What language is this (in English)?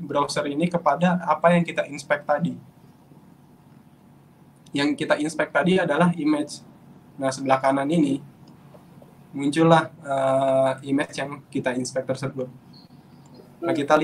Indonesian